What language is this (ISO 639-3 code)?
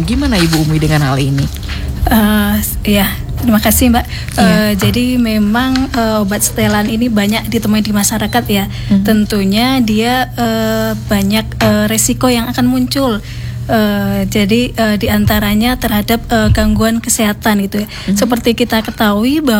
ind